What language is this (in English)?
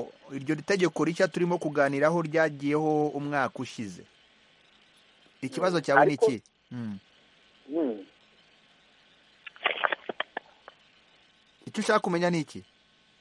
Kinyarwanda